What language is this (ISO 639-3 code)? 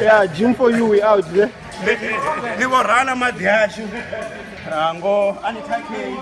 ven